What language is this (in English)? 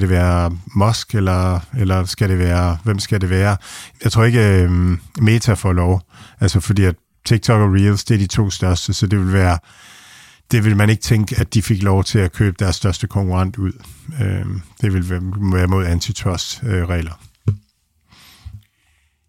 Danish